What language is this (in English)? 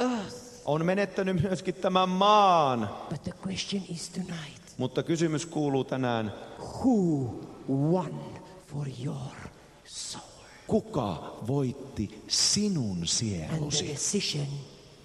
Finnish